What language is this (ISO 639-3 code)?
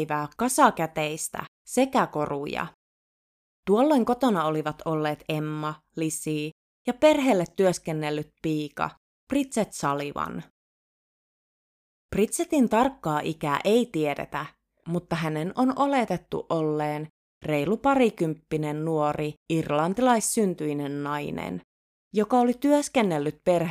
fin